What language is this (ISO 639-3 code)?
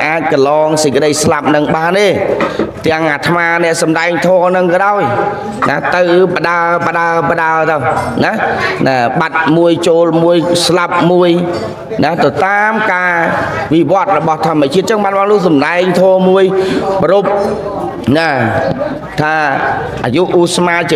khm